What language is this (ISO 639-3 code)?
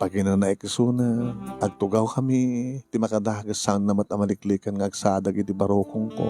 ilo